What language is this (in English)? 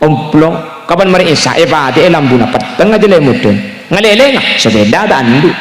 Madurese